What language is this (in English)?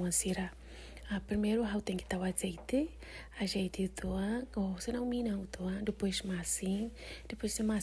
Tetum